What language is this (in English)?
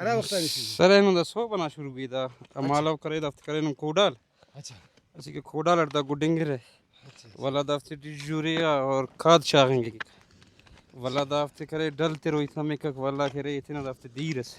Brahui